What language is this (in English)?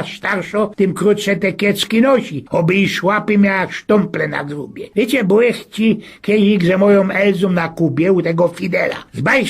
Silesian